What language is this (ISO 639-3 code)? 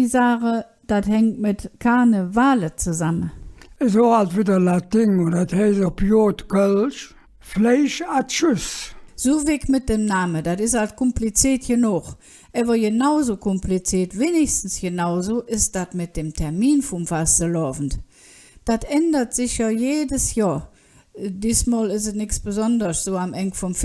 ksh